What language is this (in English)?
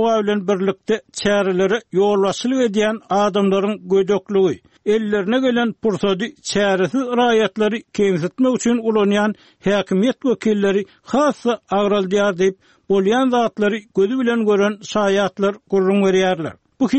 Turkmen